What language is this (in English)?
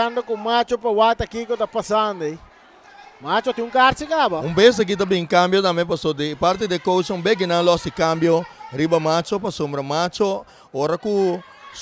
Papiamento